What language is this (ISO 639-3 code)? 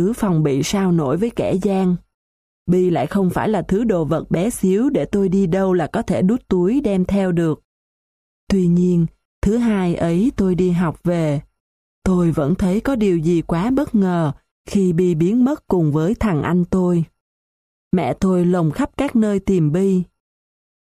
vie